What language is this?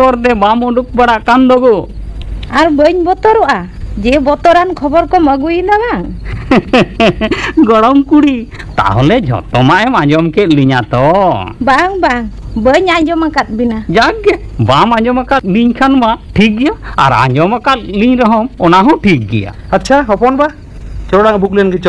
Santali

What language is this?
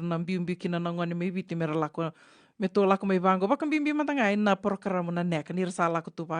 Fijian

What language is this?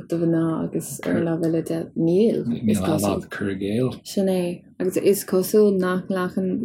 Irish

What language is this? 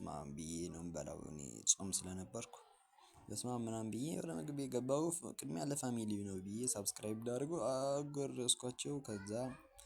Amharic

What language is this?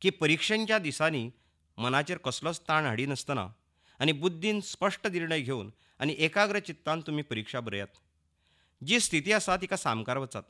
Konkani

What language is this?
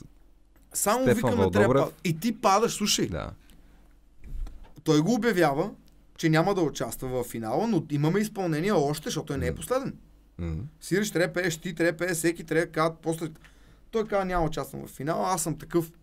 Bulgarian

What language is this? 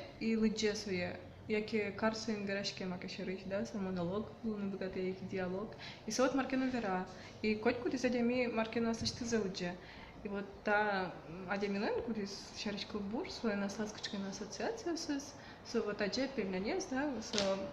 Udmurt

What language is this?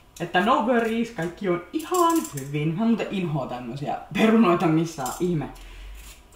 Finnish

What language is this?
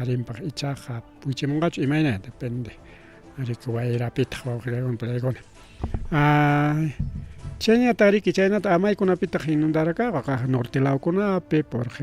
Ayacucho Quechua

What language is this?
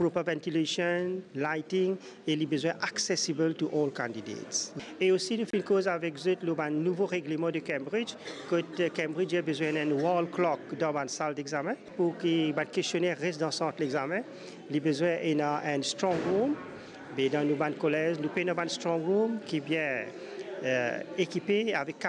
Morisyen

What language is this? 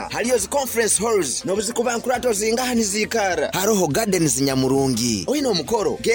Nyoro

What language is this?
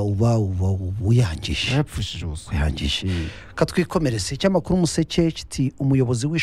Kinyarwanda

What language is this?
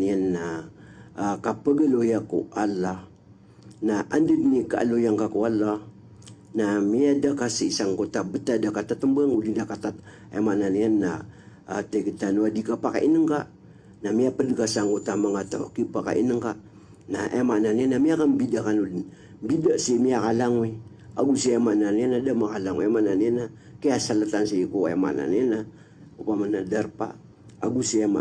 Maranao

